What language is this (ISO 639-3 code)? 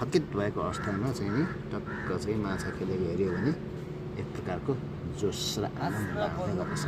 nep